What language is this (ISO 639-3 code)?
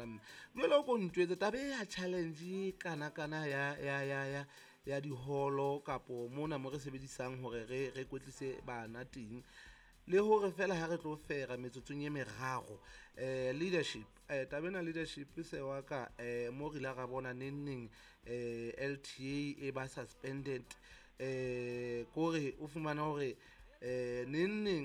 sot